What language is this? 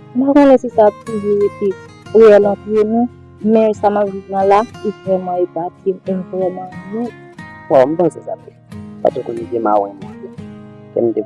Haitian Creole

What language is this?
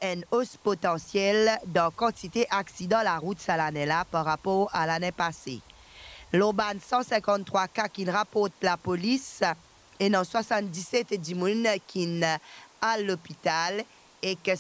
Morisyen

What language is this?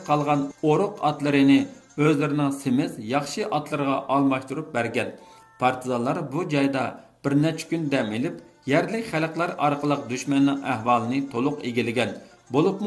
Uyghur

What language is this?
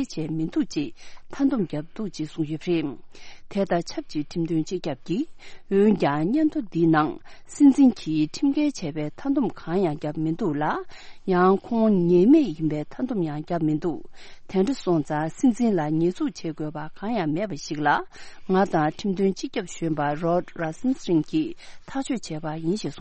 Tibetan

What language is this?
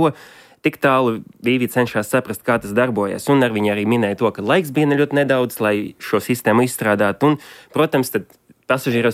Latvian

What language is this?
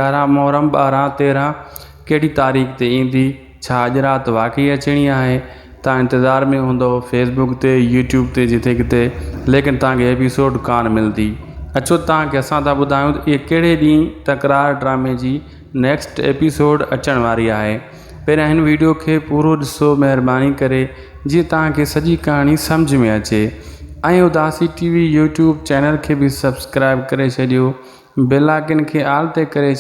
Sindhi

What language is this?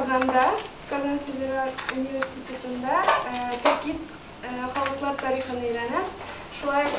Tatar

